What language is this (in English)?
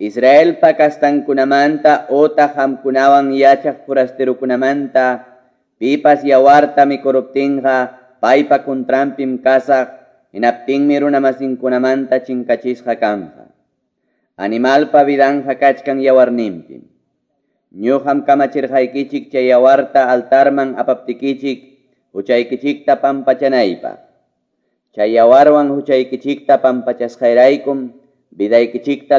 Quechua